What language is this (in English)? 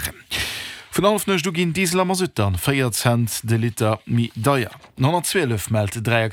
Luxembourgish